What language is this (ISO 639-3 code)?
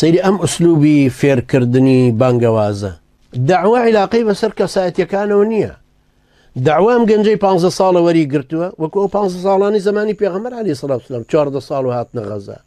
ckb